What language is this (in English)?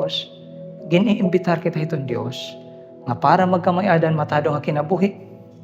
Waray